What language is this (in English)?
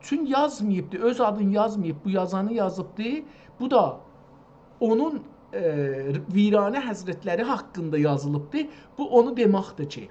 South Azerbaijani